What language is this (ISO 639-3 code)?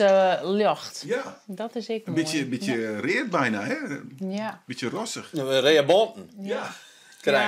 fry